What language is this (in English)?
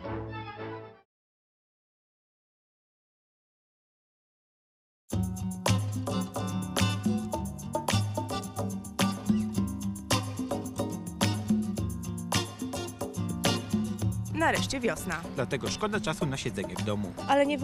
Polish